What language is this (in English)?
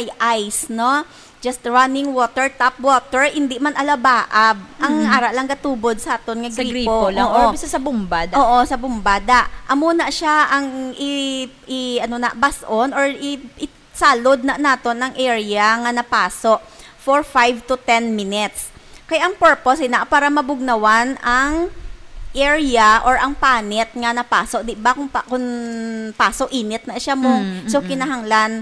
Hiligaynon